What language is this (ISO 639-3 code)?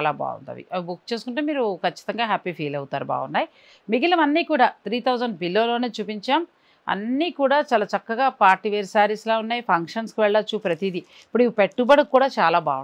tel